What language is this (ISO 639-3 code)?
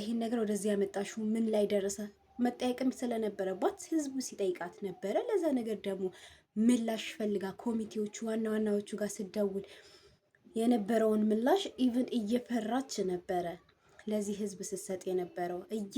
amh